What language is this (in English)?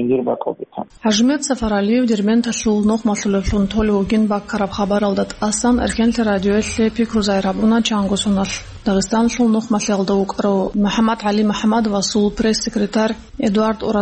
Avaric